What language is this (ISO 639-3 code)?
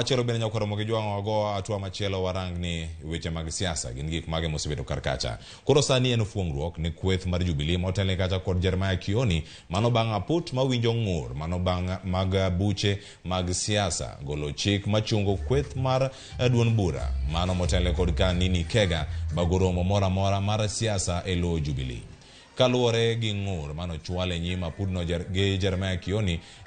luo